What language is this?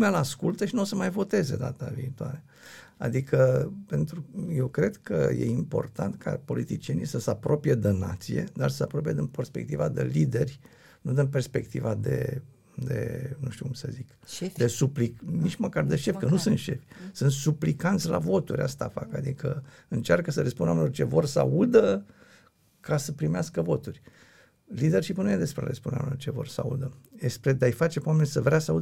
Romanian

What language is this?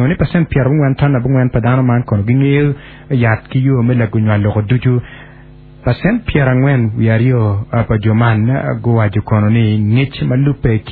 Acoli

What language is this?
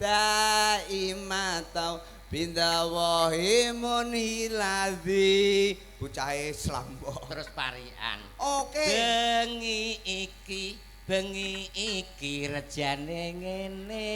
Javanese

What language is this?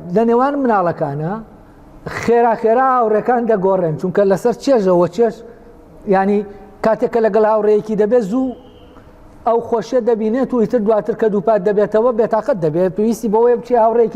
Central Kurdish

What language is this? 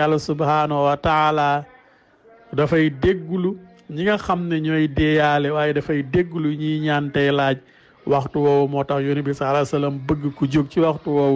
Wolof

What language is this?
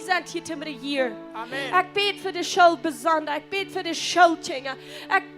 Plautdietsch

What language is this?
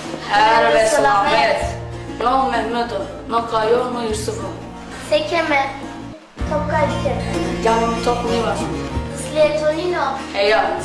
Zaza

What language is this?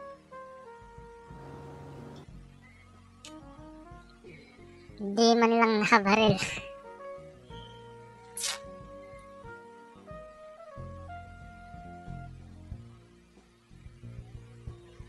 Filipino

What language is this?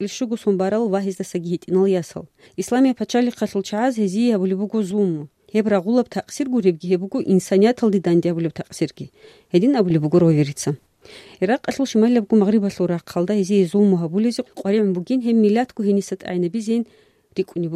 Avaric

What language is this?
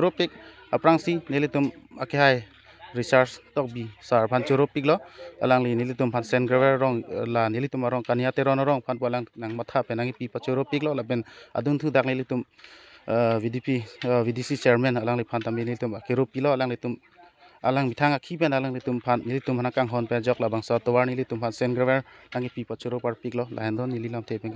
Karbi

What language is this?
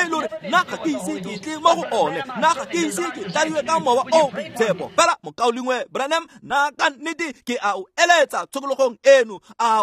Tswana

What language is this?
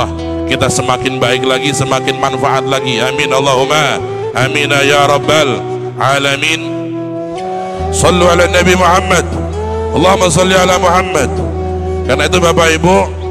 Indonesian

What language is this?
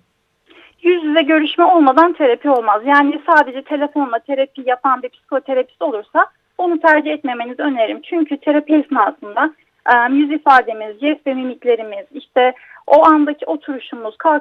Turkish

